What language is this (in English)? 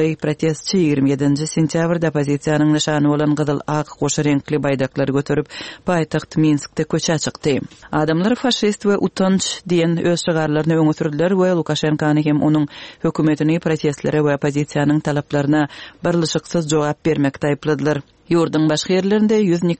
Turkmen